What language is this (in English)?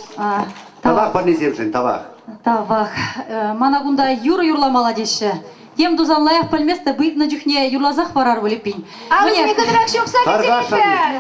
Chuvash